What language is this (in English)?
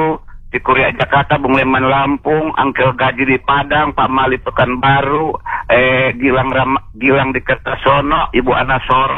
Indonesian